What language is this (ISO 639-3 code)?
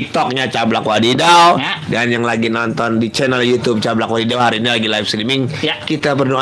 bew